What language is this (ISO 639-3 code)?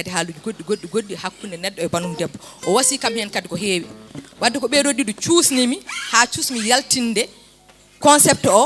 ful